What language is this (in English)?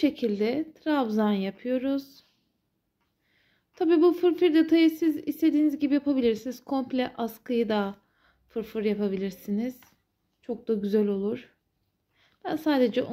Turkish